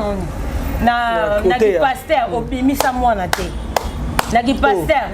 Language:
Lingala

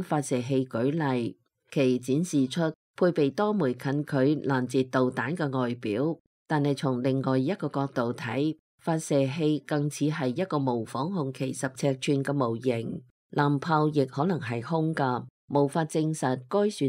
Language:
Cantonese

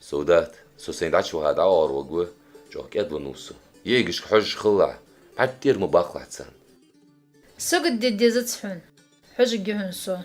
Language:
Ingush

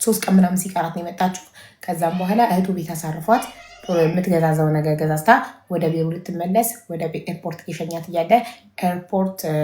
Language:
Amharic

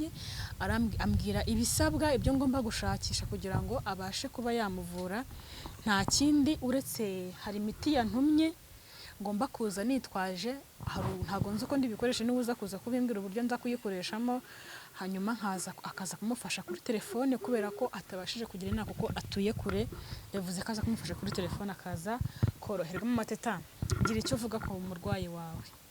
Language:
Kinyarwanda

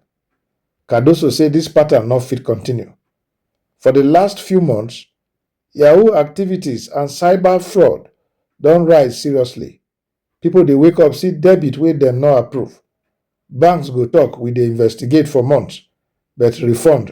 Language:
Nigerian Pidgin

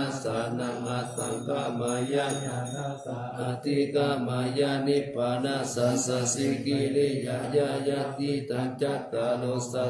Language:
Pali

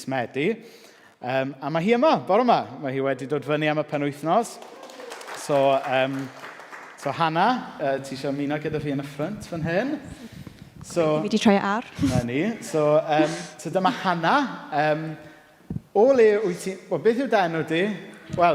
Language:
Welsh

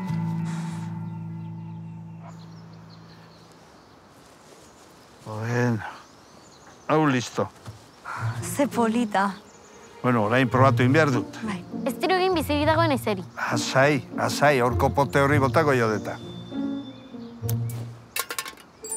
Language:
Basque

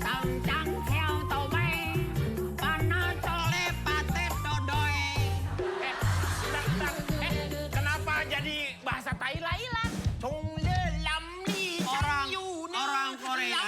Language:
Betawi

